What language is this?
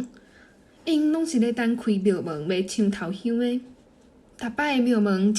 Min Nan Chinese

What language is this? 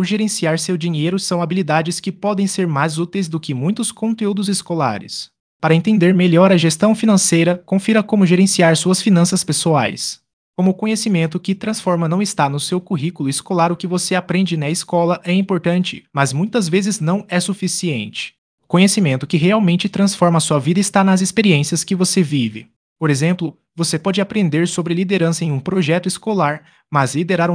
Portuguese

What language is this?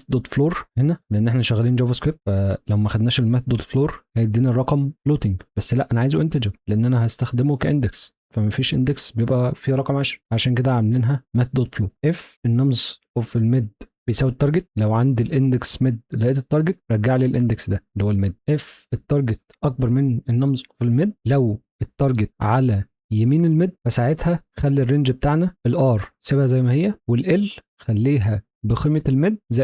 Egyptian Arabic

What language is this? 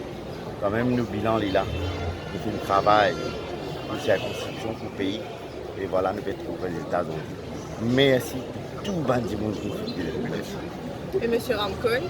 Morisyen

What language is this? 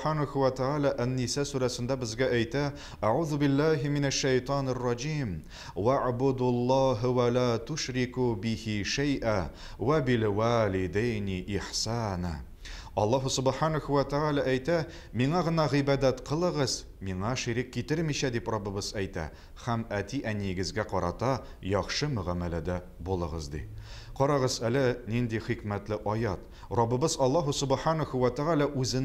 Tatar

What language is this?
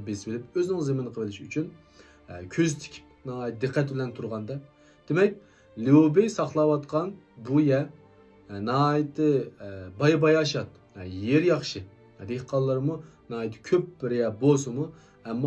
Uyghur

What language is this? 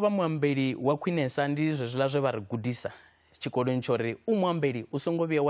Venda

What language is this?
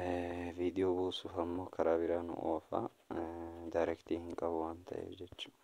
Oromo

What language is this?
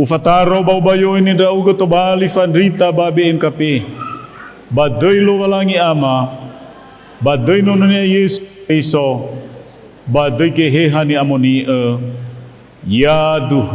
Nias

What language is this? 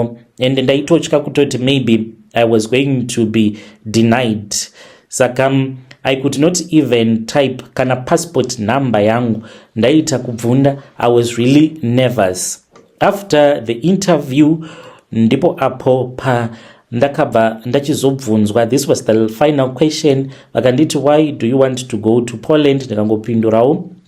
Shona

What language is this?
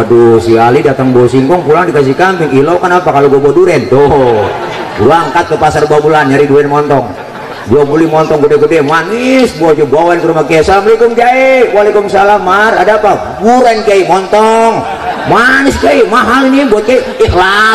Betawi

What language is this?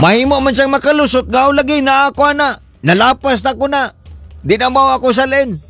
Cebuano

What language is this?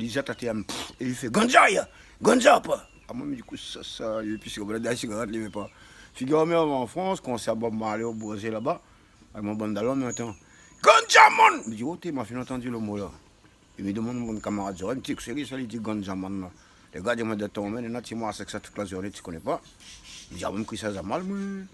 Réunion Creole French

